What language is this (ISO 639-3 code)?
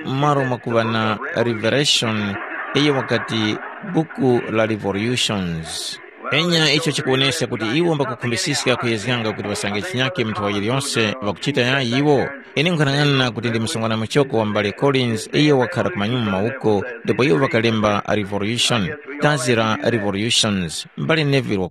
tum